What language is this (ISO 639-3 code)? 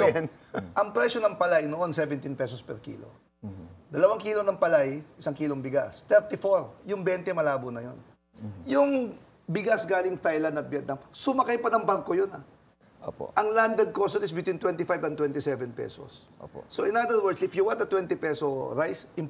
fil